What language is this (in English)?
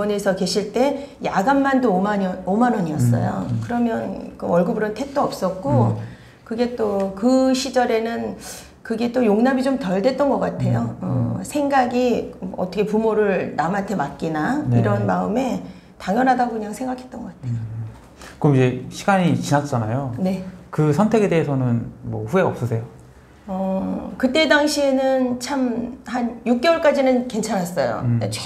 Korean